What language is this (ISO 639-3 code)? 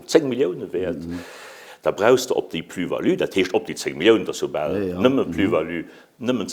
ltz